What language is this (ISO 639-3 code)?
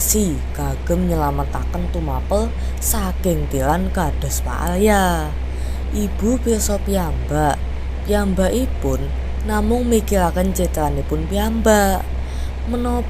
jav